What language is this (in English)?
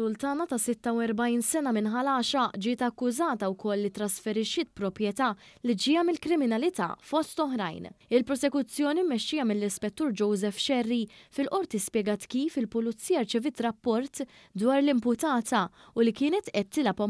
Maltese